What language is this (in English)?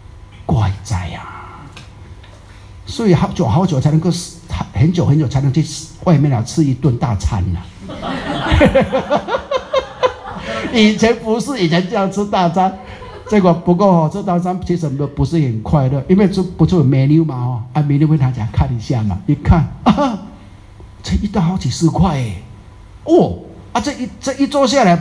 Chinese